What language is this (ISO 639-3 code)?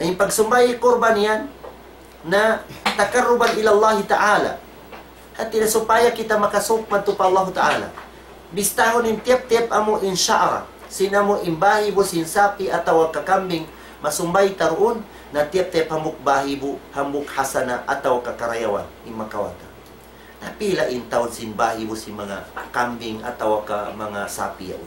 tsg